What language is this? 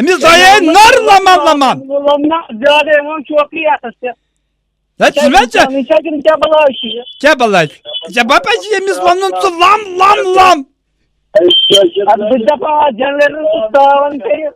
Kashmiri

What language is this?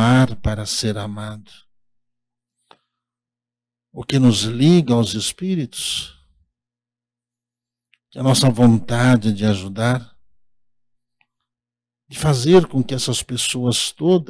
Portuguese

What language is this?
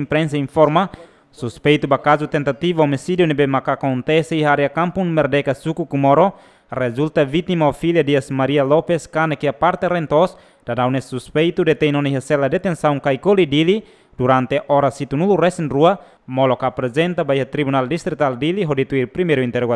Tetum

